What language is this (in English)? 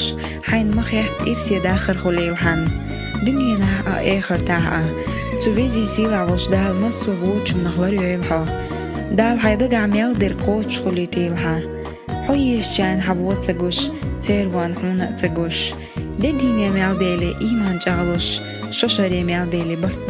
Chechen